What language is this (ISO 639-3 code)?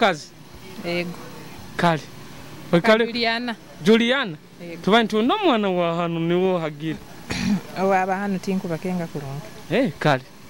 nyo